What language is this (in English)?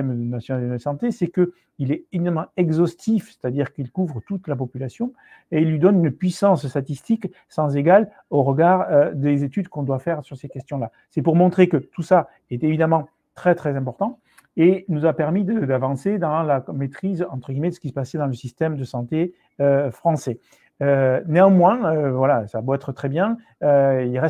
French